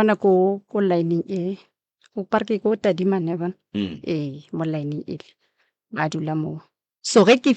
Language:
Northern Sotho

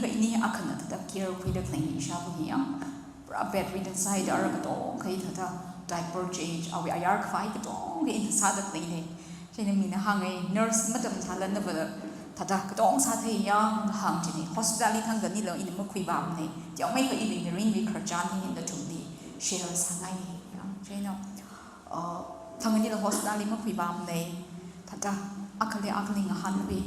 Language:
Tangkhul Naga (India)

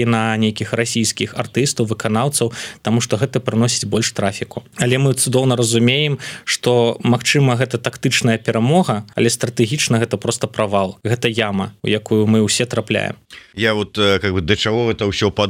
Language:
Belarusian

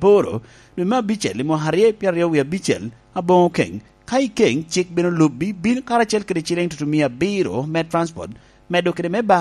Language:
Lango (Uganda)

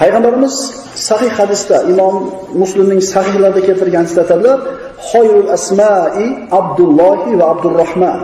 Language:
Uzbek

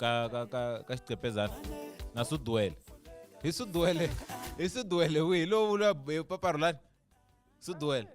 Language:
Tsonga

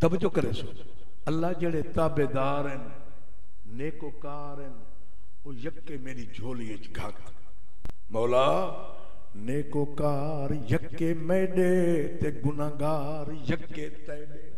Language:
Saraiki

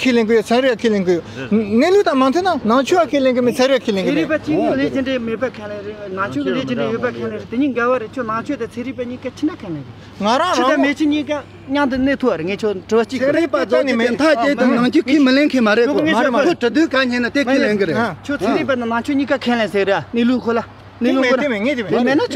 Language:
Tibetan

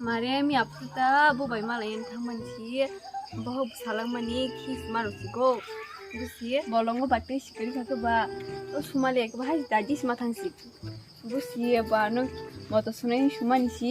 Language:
Kok Borok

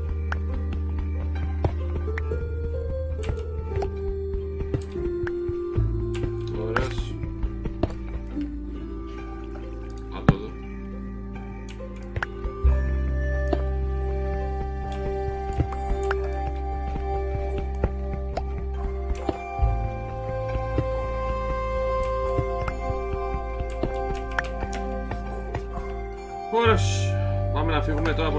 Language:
Greek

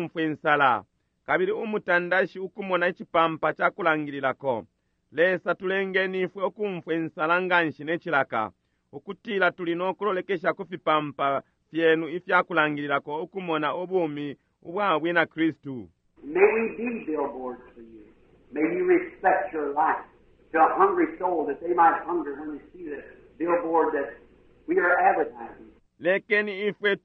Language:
Bemba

